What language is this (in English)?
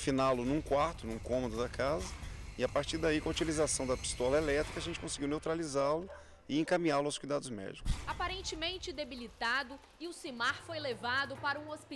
Portuguese